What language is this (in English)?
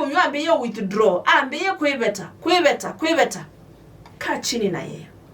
Kamba